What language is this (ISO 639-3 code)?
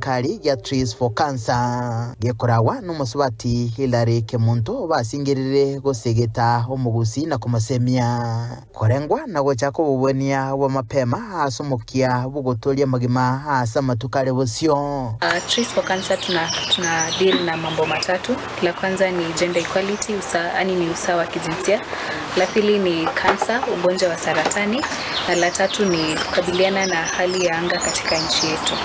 guz